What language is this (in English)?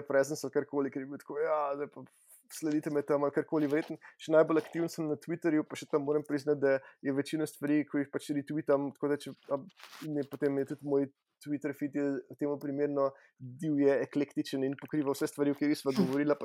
Slovenian